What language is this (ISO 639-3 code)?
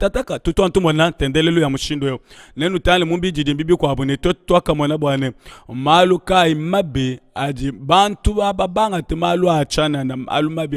lua